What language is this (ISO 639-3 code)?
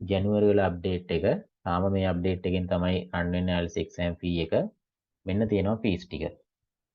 sin